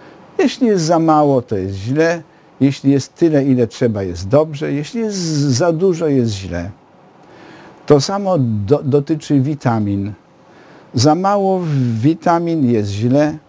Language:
Polish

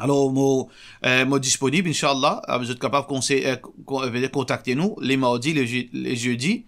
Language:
Morisyen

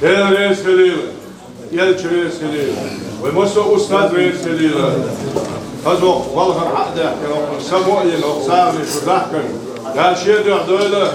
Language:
Chechen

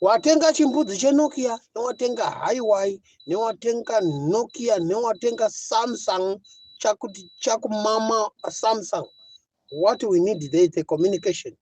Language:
Shona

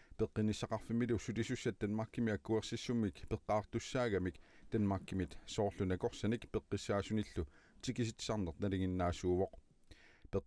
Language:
Kalaallisut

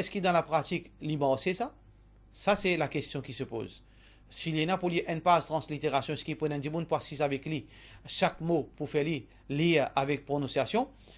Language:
Morisyen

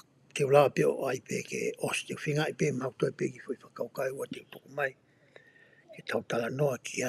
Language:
Tongan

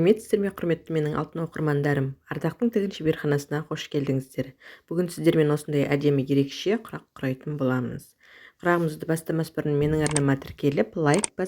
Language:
Kazakh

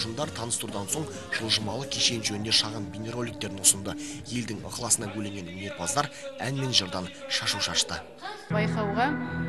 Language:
Kazakh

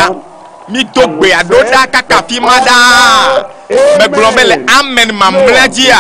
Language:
Ewe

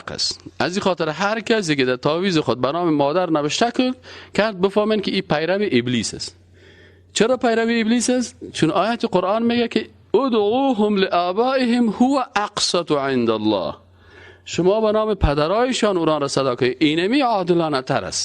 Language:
Persian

